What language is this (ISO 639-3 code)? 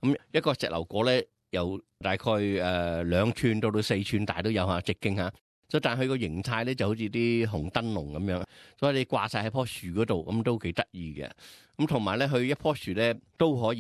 yue